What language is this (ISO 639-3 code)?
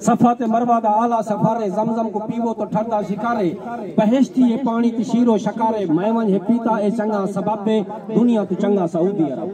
skr